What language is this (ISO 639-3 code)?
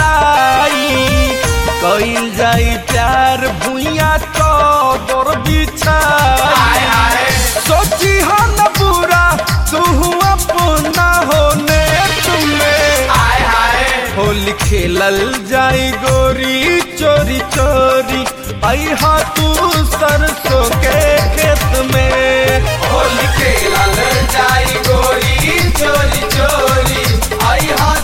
bho